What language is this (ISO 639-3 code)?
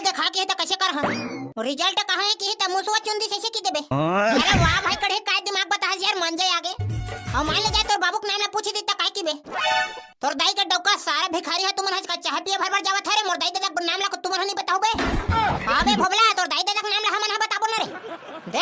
hne